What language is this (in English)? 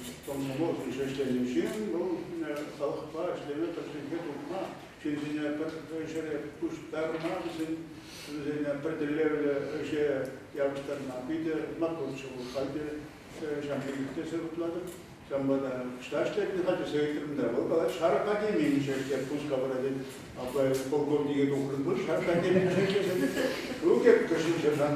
Chuvash